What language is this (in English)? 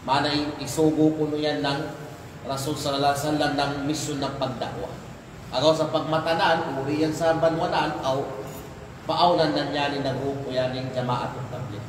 Kalagan